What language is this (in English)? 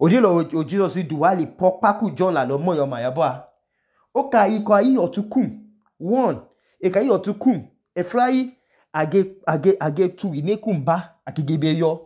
Idoma